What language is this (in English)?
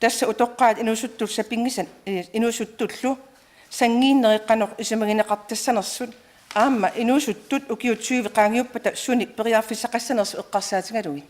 Kalaallisut